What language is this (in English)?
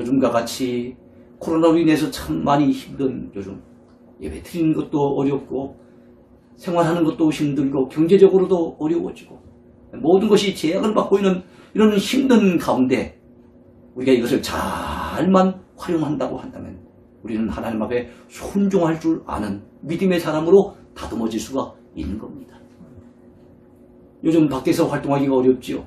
Korean